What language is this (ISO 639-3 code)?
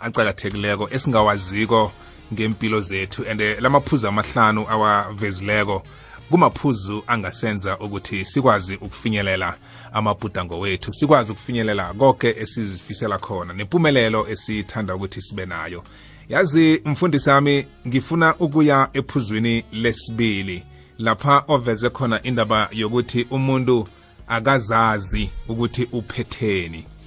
nbl